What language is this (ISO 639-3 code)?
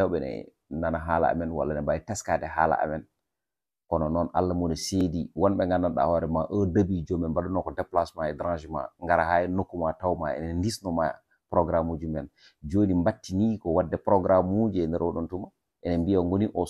ful